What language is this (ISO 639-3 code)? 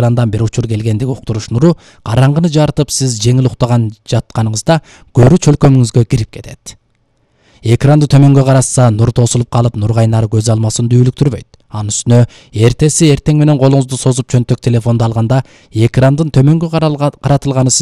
kir